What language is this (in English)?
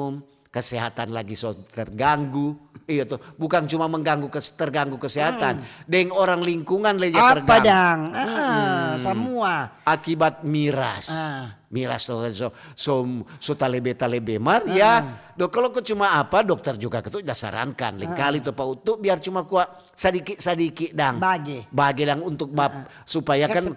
Manado Malay